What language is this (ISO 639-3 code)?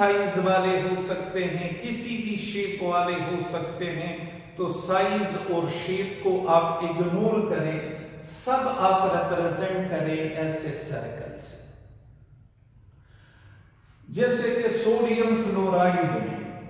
hin